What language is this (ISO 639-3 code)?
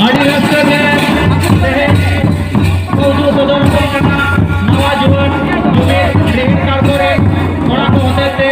sat